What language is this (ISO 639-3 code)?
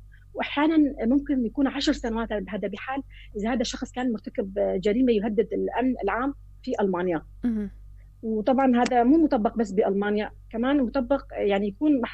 apc